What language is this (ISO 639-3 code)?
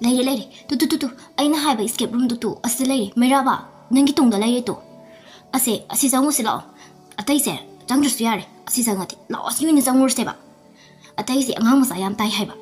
mni